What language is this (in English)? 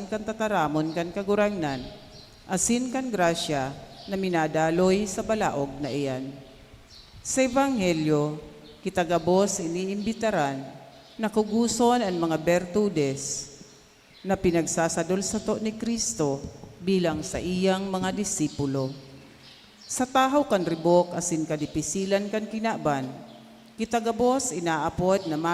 Bikol